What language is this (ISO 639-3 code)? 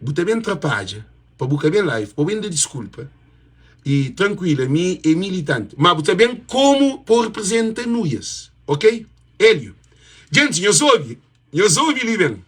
kea